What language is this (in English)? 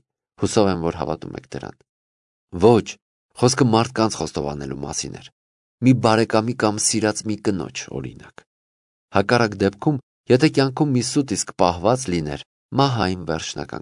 Armenian